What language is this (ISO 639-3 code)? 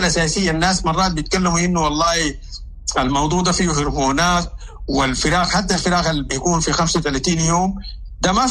apd